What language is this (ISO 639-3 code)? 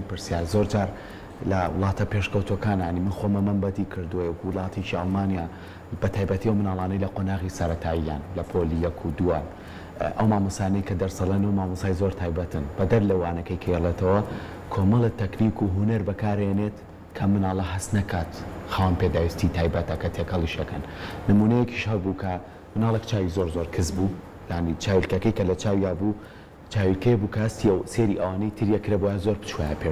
ckb